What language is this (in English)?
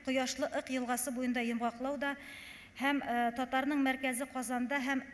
Tatar